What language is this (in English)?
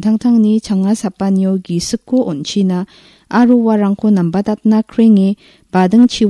Garo